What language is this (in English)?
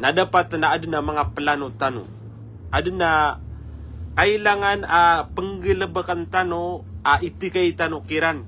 Maranao